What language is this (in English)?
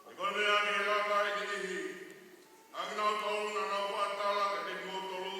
Tongan